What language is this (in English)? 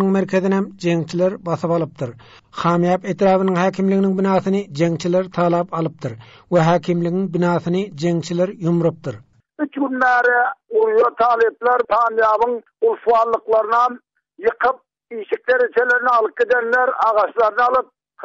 Turkmen